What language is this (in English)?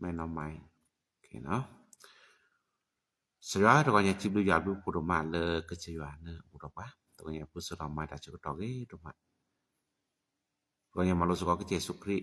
S'gaw Karen